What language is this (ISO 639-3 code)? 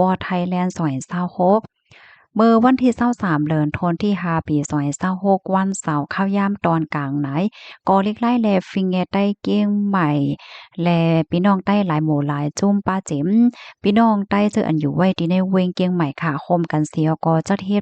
shn